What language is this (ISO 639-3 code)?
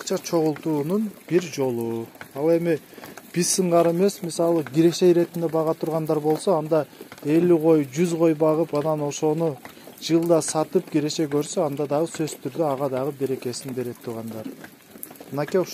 kir